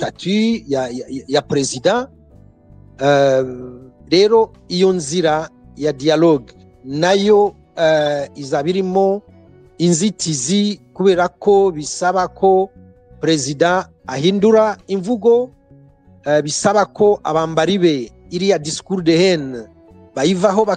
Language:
Kinyarwanda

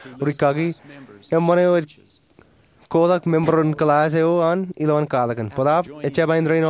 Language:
Marshallese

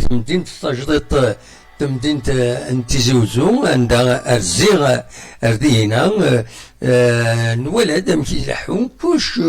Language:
Kabyle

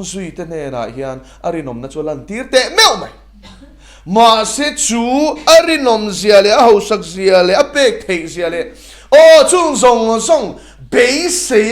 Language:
Mizo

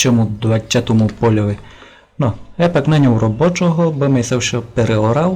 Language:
Rusyn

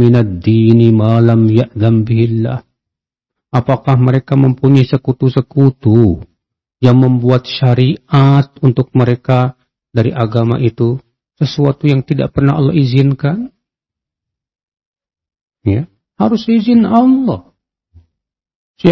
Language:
Indonesian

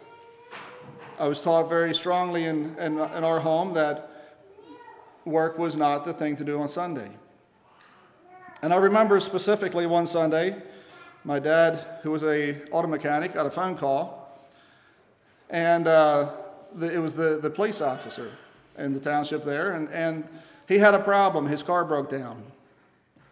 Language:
English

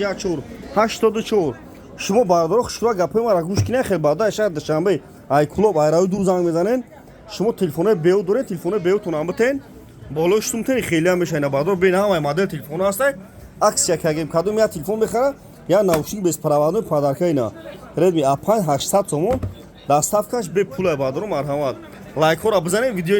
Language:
Tajik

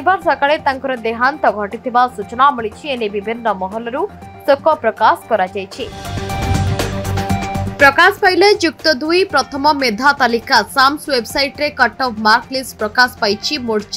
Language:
Odia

